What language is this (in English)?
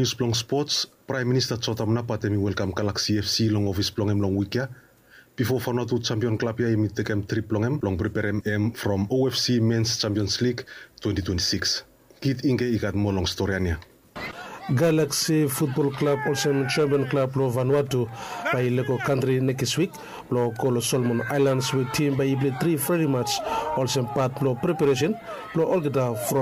Bislama